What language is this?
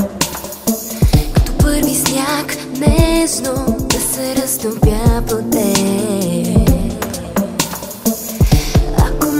Bulgarian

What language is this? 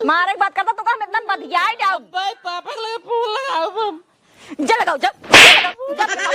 Awadhi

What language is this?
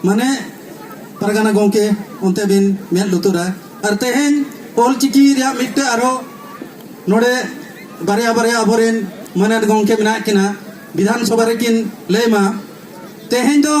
Santali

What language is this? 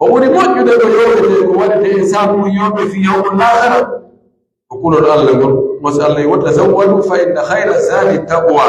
Pular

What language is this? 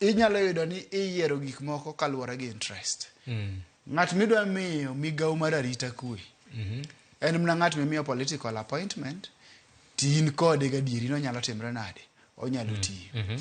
Luo (Kenya and Tanzania)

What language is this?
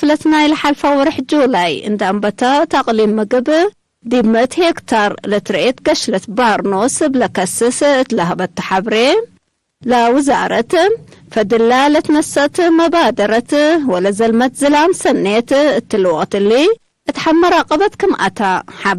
Tigre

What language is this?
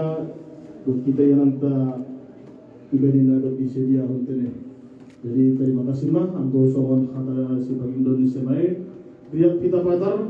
Batak Simalungun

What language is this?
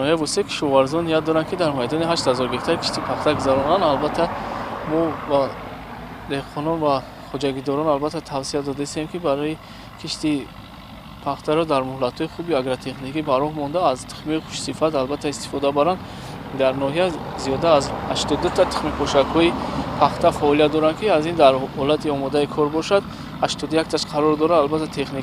Tajik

